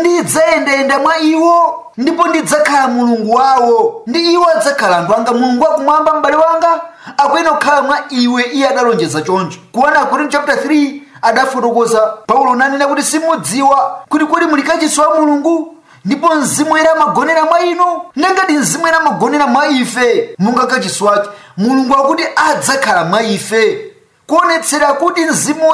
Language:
Nyanja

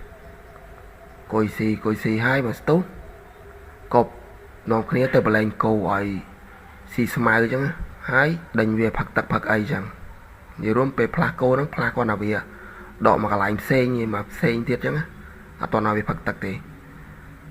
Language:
Khmer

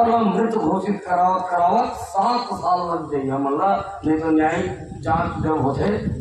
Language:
Chhattisgarhi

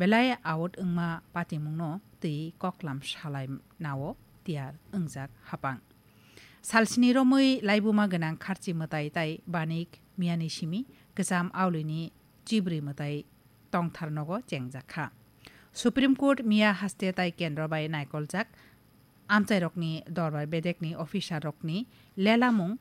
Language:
Kok Borok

